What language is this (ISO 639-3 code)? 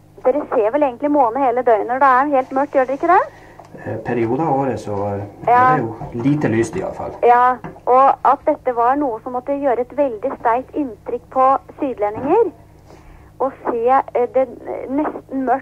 nor